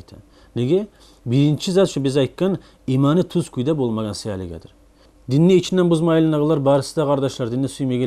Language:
Kumyk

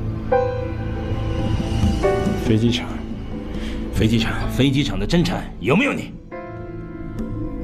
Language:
Chinese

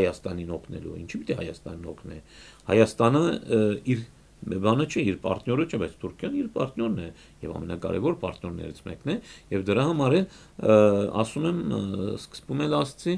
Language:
Armenian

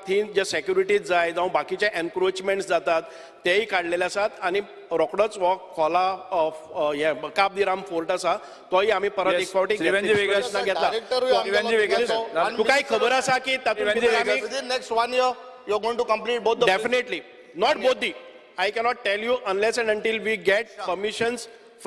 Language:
Konkani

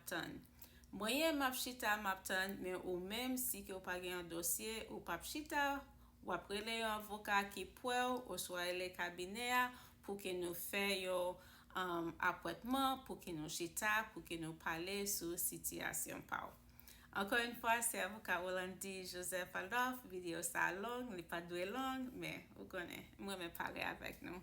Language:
Haitian Creole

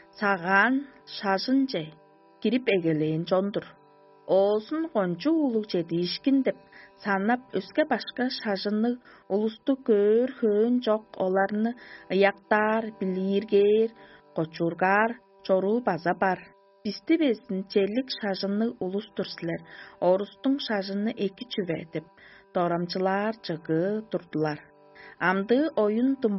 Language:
Tuvinian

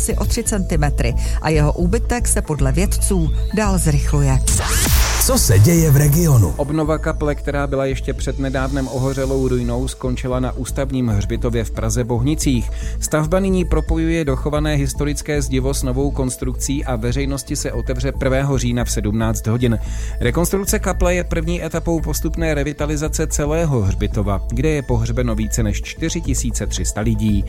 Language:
Czech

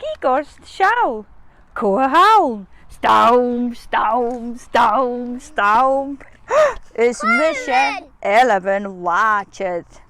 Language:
Scottish Gaelic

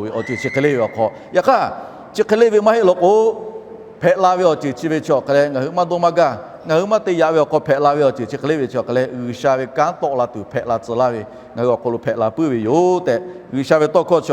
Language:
Lahu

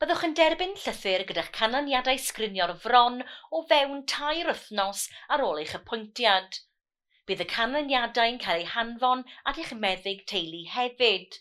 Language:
Welsh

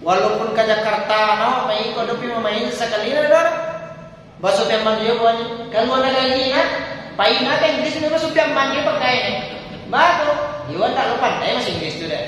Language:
Minangkabau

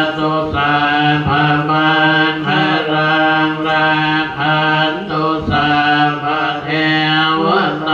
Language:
Pali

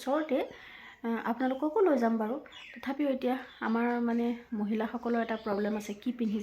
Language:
Assamese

